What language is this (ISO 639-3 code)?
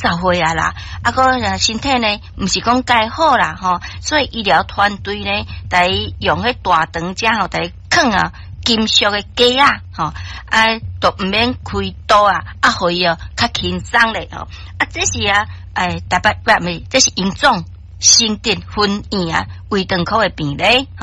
nan